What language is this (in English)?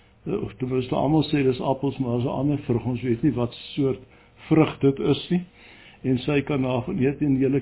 Afrikaans